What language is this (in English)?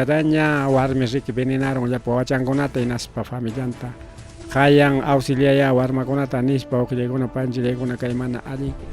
Ayacucho Quechua